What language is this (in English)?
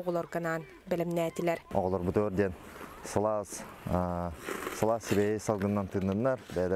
Yakut